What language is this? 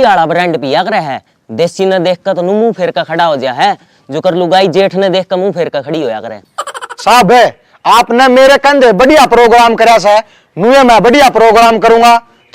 Haryanvi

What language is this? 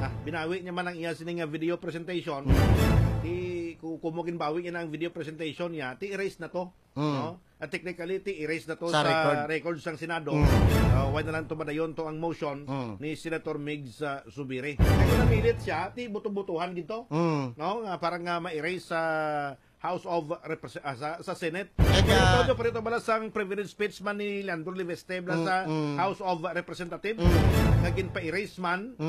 Hiligaynon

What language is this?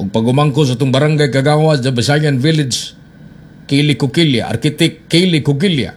Cebuano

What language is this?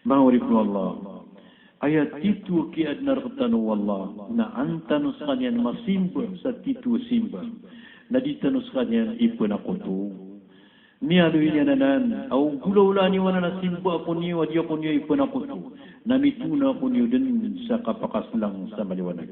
Maranao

